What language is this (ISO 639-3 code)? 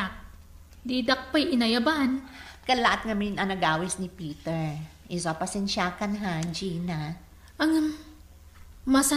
ilo